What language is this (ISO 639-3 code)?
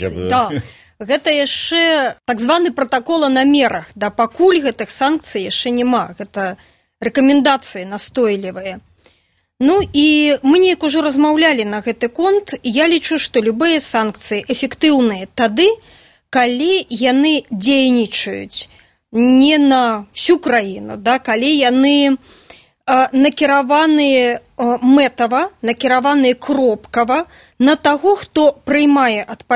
bel